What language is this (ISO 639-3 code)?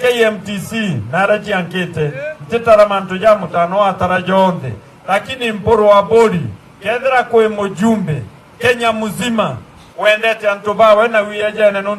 mer